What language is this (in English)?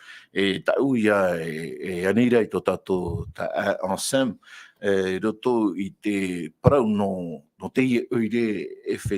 Tahitian